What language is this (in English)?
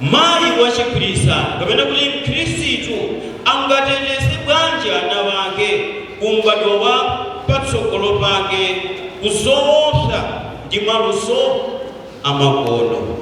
Nyanja